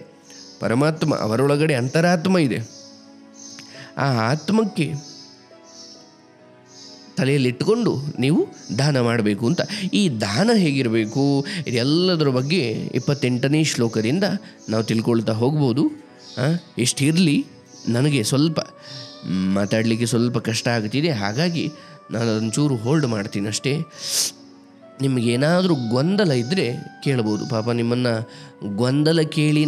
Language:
Kannada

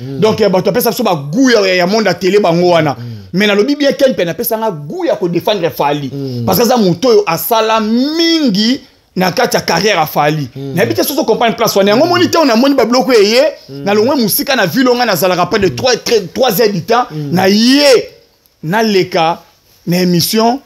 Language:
Lingala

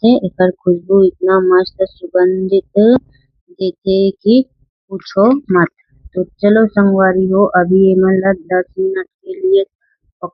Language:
Chhattisgarhi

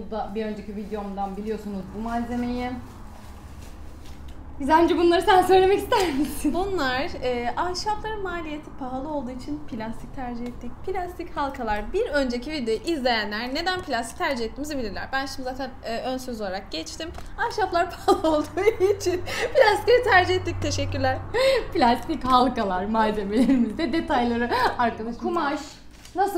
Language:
Turkish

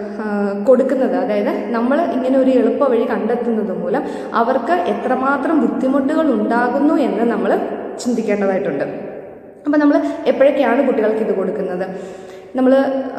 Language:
Malayalam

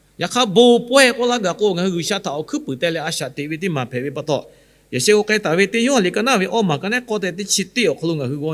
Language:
Lahu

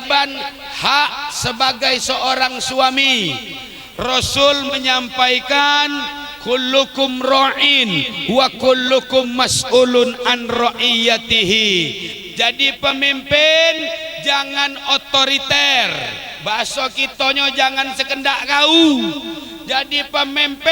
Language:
Musi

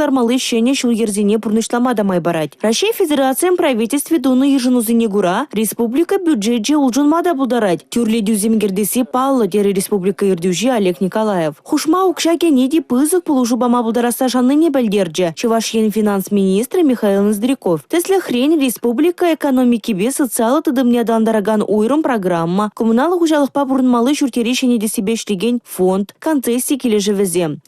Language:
Chuvash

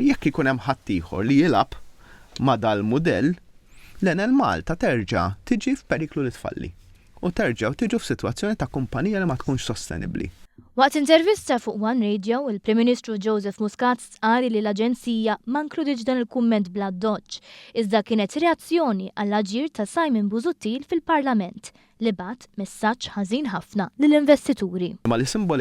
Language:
Maltese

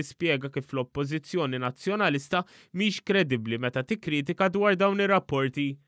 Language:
Maltese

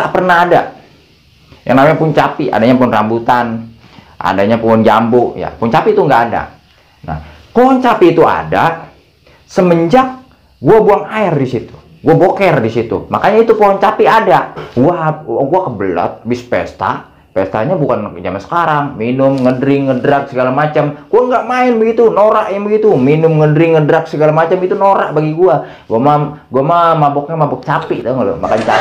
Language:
Betawi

